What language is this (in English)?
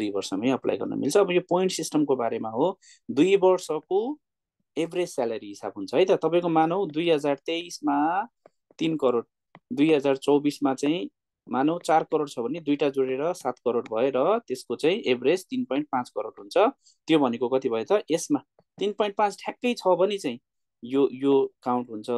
Nepali